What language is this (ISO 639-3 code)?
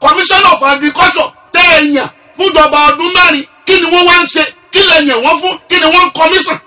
yor